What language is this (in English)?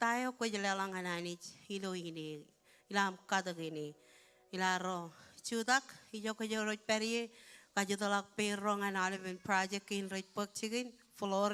Marshallese